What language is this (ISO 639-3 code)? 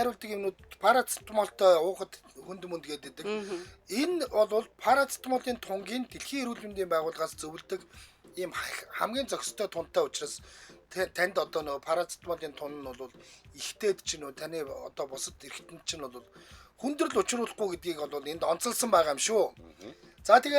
mon